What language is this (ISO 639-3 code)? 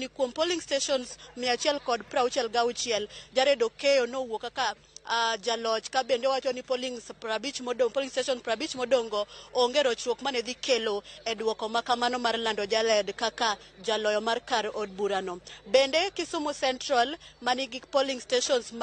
luo